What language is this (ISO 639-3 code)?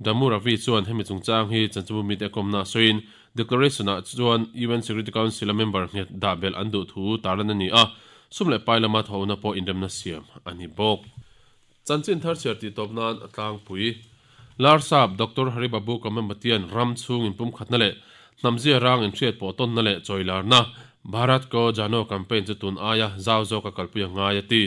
lus